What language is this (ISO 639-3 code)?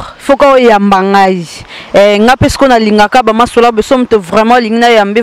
lin